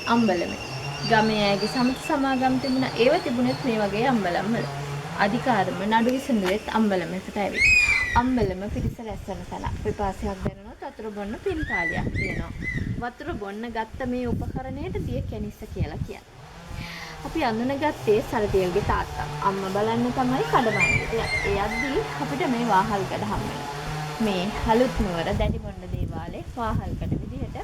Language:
Sinhala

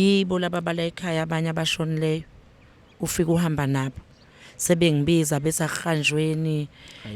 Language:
Zulu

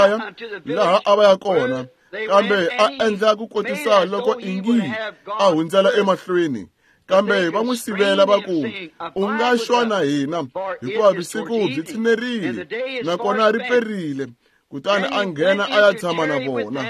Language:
Tsonga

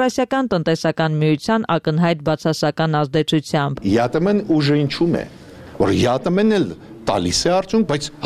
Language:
Armenian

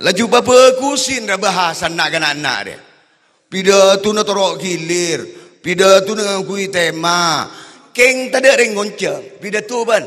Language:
Madurese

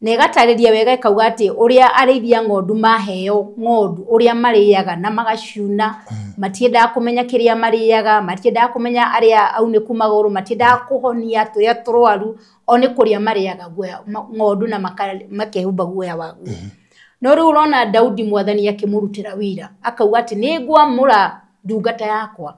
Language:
Kikuyu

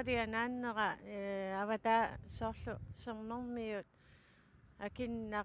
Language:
Kalaallisut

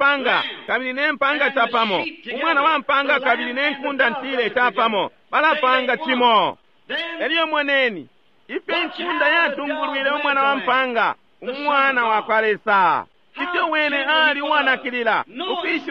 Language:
Bemba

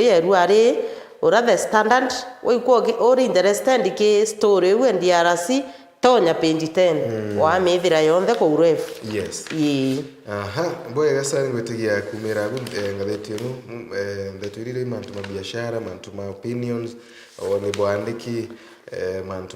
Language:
Meru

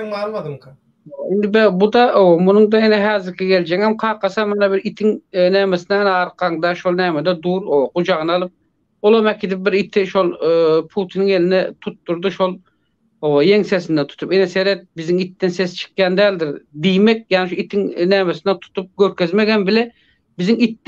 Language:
Turkmen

